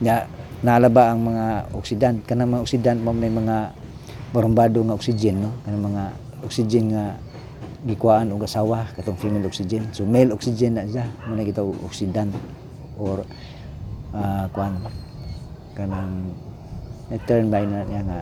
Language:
Cebuano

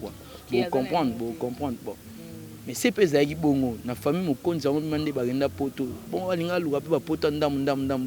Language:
Lingala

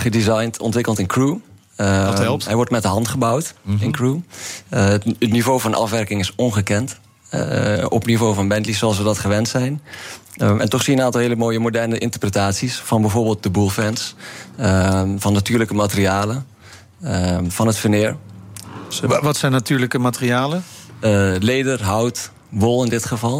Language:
Dutch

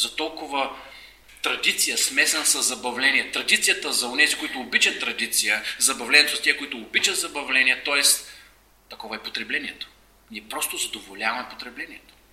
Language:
Bulgarian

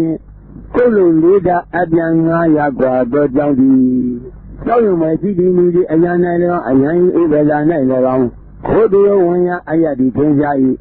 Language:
Burmese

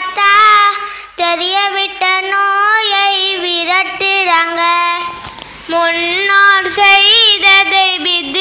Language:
Tamil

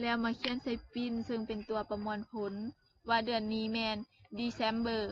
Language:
Lao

